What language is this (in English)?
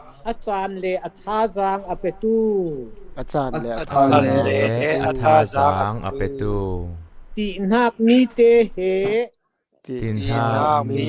Falam Chin